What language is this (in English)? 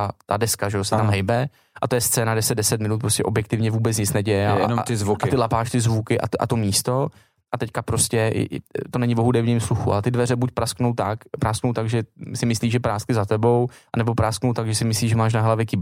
Czech